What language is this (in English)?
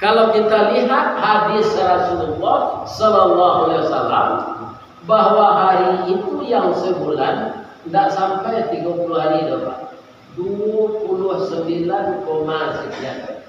Minangkabau